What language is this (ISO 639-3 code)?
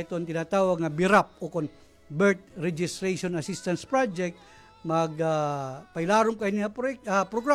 war